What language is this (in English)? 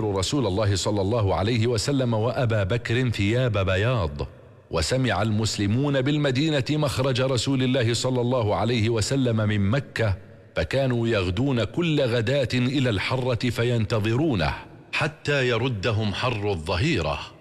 Arabic